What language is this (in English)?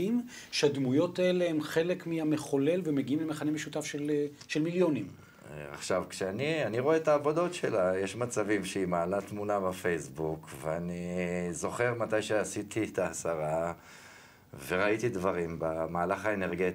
Hebrew